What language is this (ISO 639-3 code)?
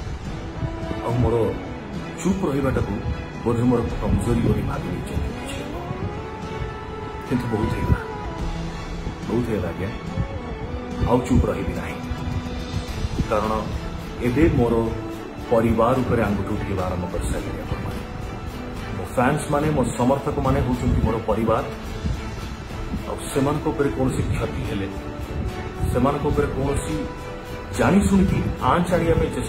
ori